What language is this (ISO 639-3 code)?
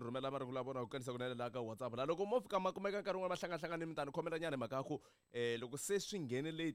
tso